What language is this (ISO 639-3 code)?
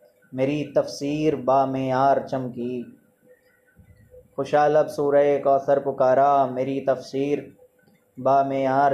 urd